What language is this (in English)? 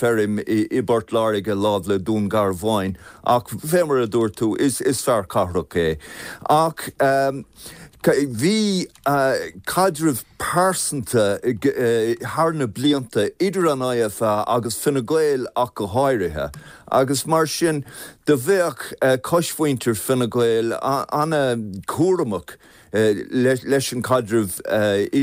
Irish